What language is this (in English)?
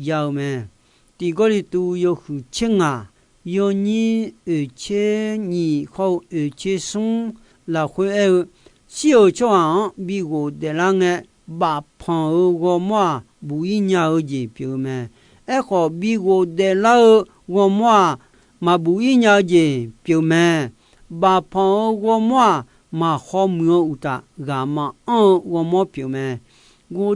Akha